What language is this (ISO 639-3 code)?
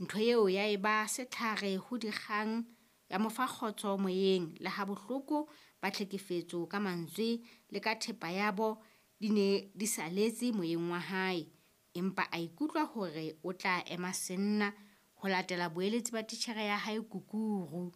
sot